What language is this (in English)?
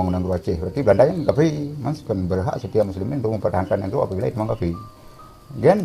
Achinese